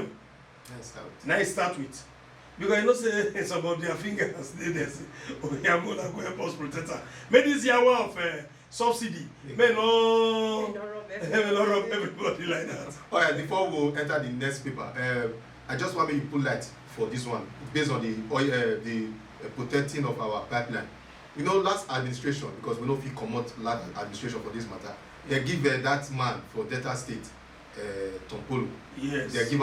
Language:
Nigerian Pidgin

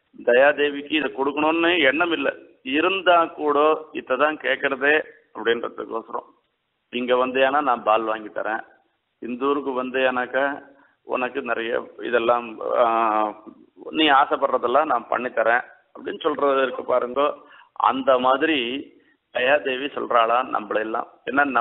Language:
Tamil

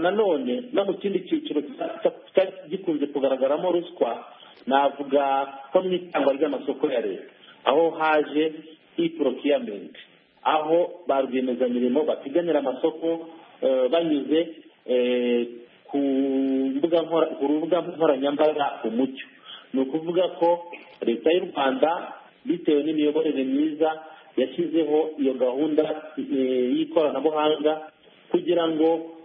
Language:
Kinyarwanda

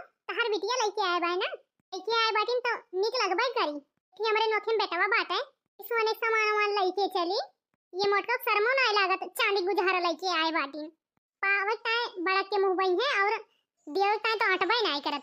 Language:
Awadhi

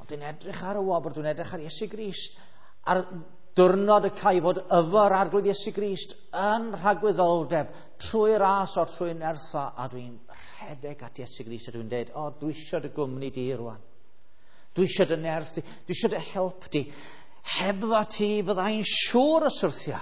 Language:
Welsh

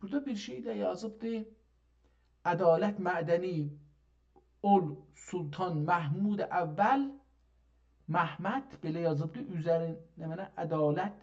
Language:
South Azerbaijani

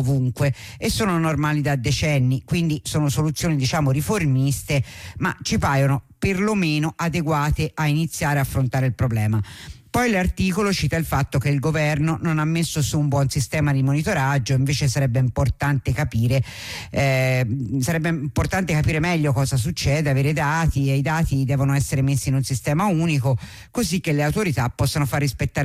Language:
Italian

